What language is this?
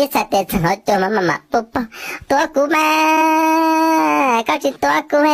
Hmong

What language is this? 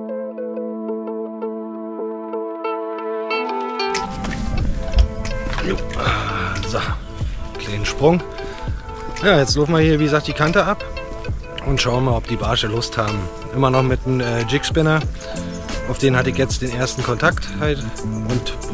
German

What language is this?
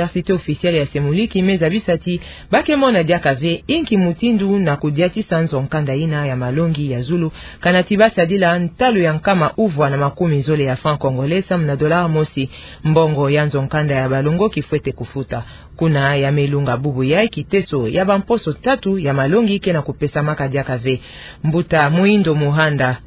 Kituba (Democratic Republic of Congo)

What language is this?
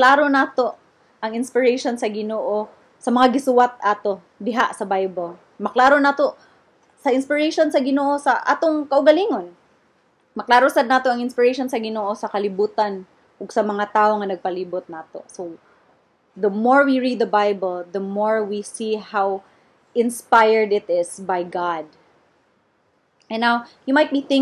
Cebuano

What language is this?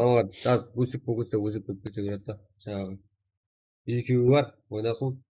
Kara-Kalpak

